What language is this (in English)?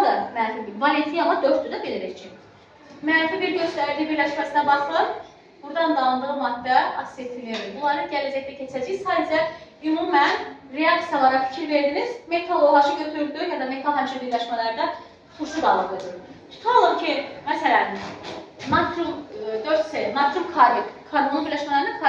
Azerbaijani